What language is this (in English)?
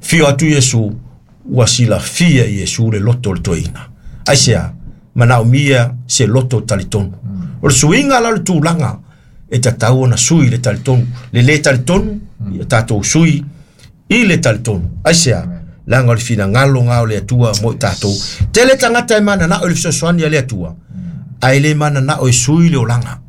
Samoan